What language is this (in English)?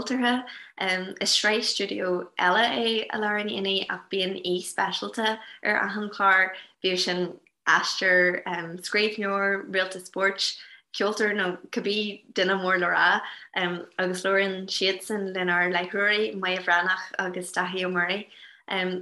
Irish